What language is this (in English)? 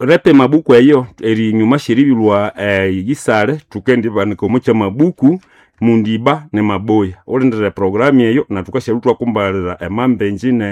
Nande